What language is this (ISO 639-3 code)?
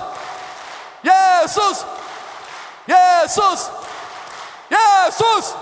fin